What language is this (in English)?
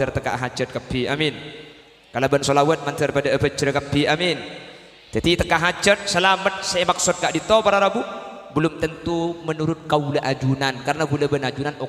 Madurese